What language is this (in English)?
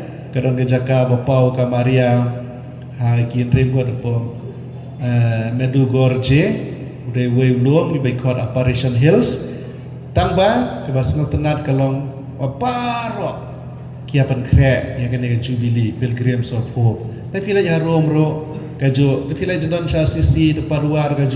Khasi